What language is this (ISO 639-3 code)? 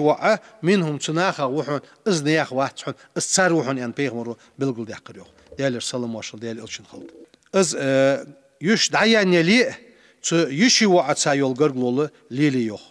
inh